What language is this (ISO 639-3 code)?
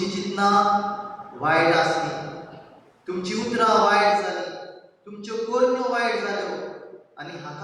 kok